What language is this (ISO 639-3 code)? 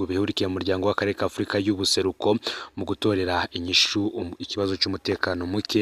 run